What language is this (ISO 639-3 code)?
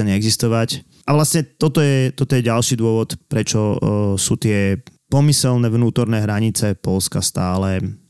slk